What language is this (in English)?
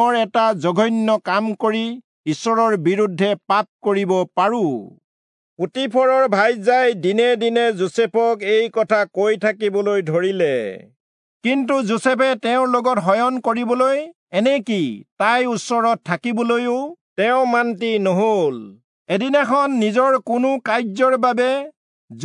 Assamese